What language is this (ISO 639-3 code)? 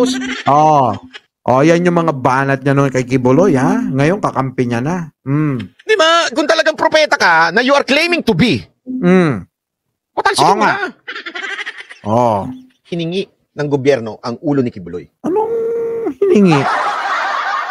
fil